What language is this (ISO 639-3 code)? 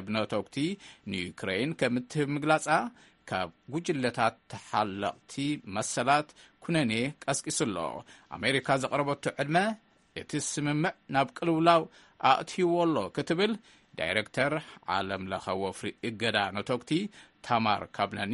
tir